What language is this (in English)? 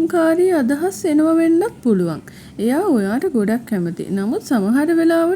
Sinhala